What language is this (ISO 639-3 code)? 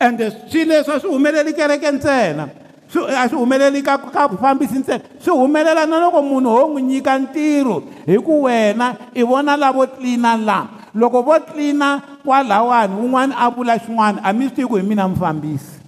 tso